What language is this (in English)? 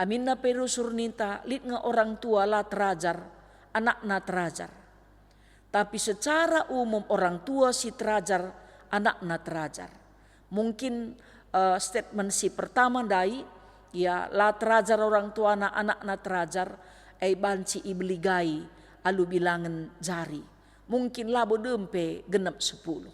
Batak Karo